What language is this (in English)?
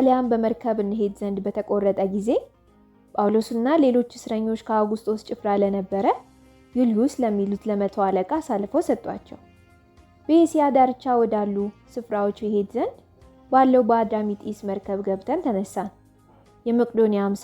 Amharic